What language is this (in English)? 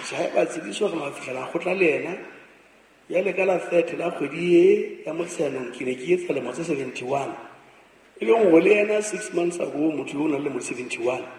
Southern Sotho